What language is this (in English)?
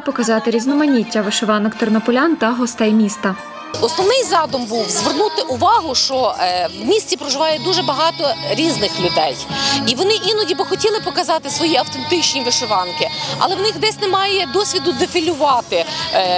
Ukrainian